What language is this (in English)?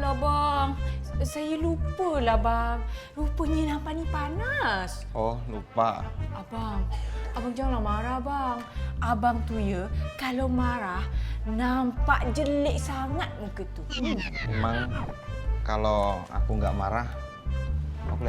Betawi